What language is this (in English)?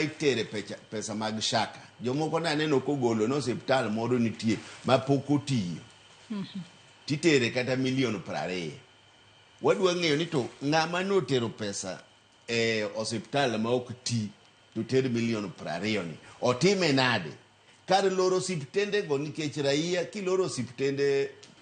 Luo (Kenya and Tanzania)